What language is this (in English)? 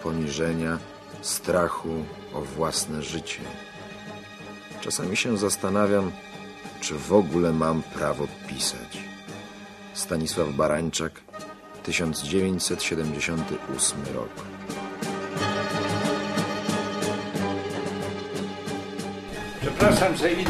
Polish